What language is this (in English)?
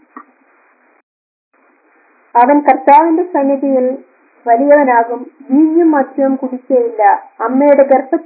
Malayalam